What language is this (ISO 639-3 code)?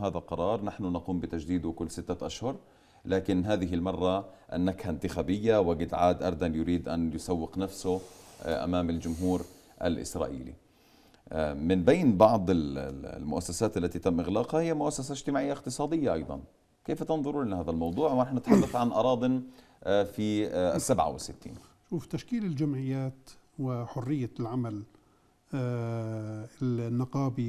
ara